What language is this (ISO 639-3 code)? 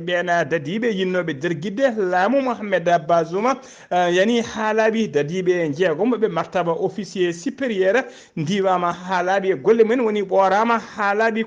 ful